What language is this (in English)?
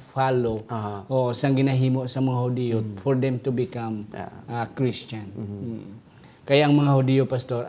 Hiligaynon